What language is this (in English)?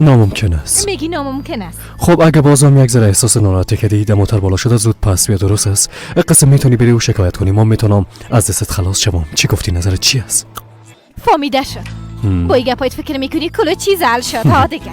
Persian